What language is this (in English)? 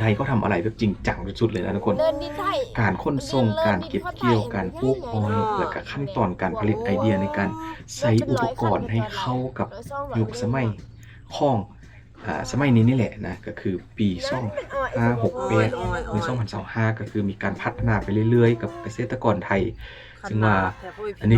Lao